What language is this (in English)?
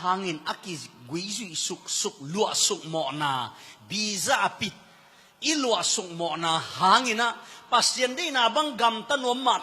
Tedim Chin